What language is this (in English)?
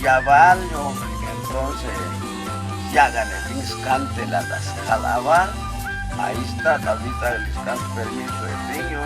Chuj